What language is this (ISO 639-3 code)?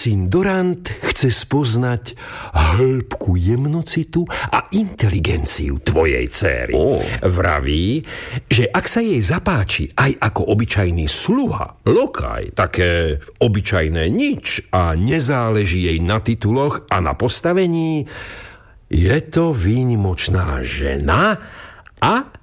slk